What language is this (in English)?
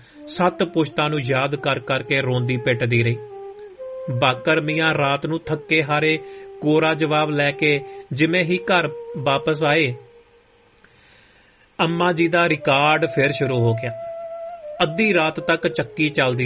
Punjabi